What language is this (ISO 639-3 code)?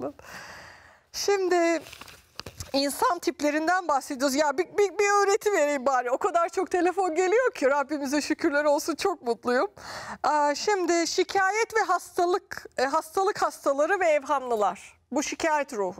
tur